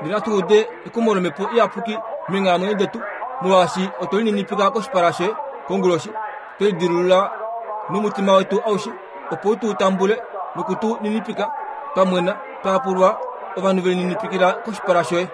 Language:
Kuanyama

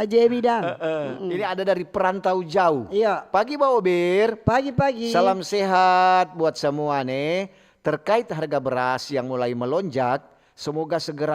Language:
Manado Malay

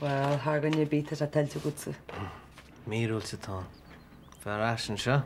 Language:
Irish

